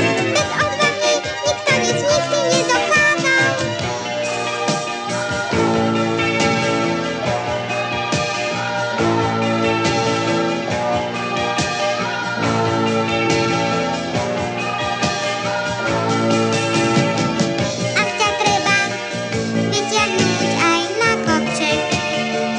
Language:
Slovak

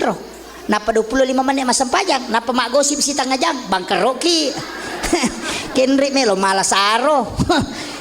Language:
Buginese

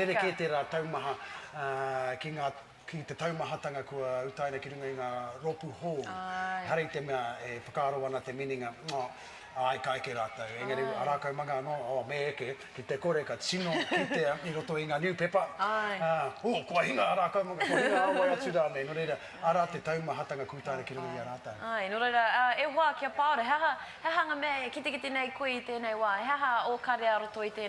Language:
Māori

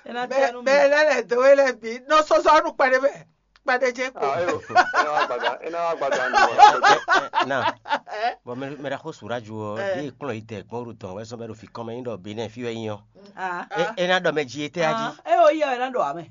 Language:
Fon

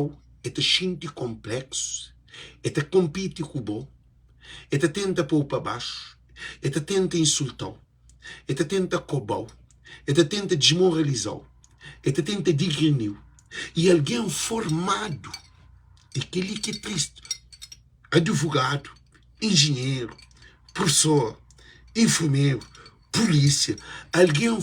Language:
Kabuverdianu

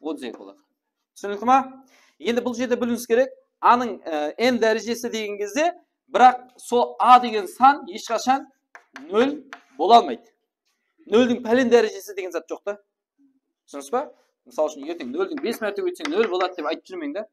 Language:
Kara-Kalpak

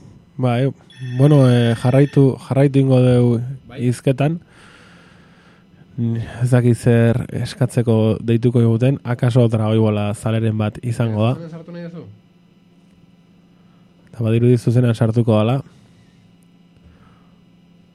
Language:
Basque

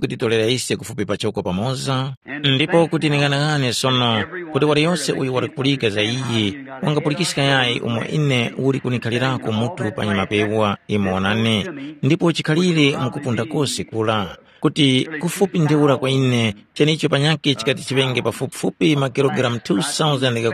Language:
Tumbuka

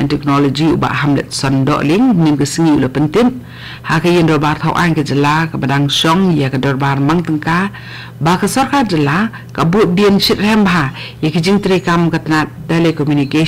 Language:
Khasi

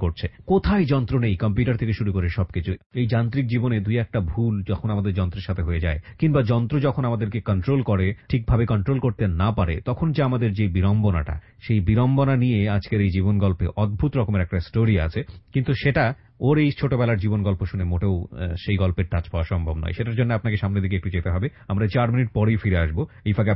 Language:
Bangla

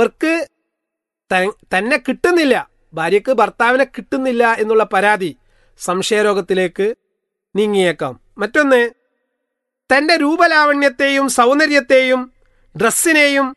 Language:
Malayalam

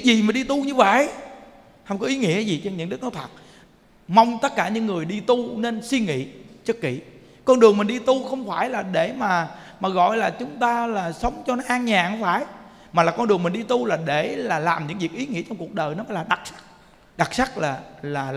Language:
Vietnamese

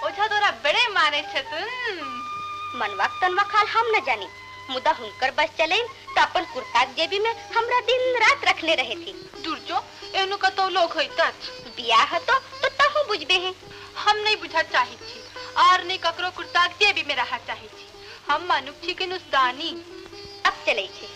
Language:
Maithili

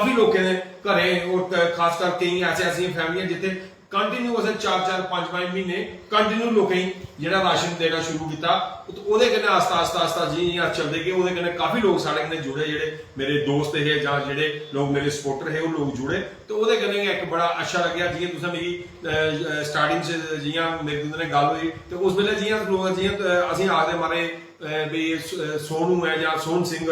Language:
Dogri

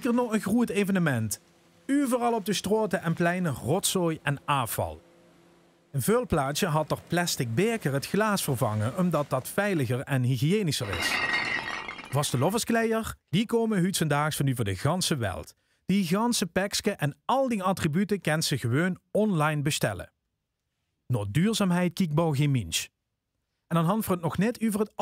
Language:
Limburgish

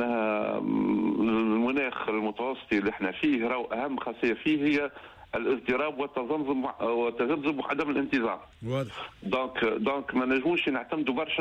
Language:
Tunisian Arabic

